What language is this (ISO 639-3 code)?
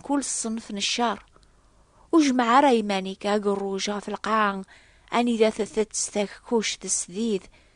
kab